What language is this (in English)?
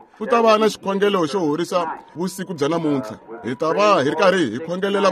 Tsonga